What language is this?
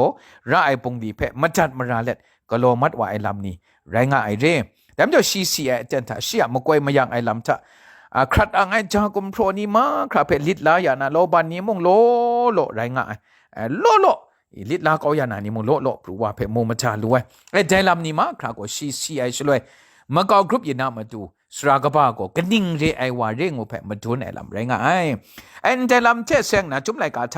Kachin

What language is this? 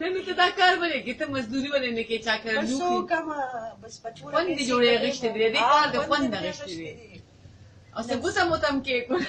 Pashto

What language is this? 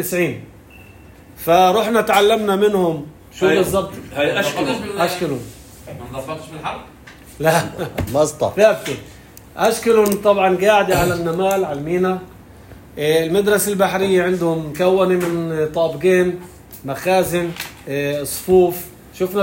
North Levantine Arabic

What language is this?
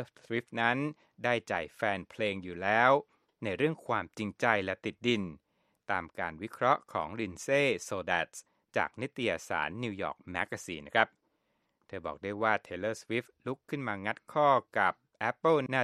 Thai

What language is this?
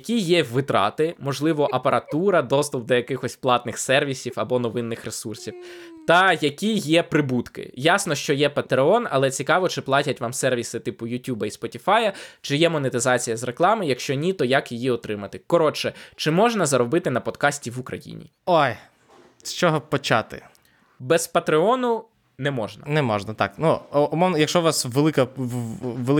Ukrainian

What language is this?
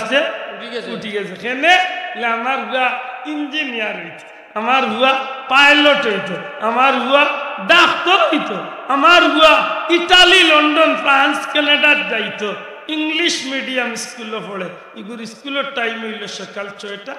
Sylheti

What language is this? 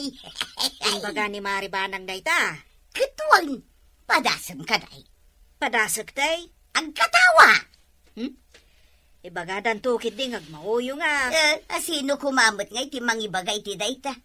Iloko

